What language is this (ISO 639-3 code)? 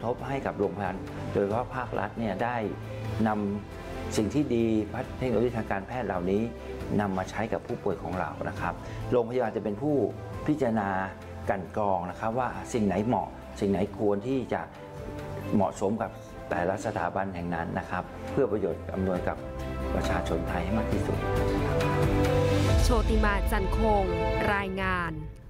tha